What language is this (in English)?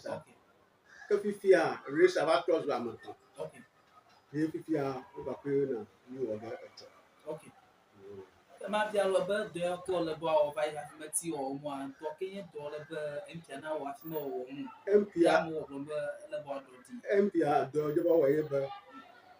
Ewe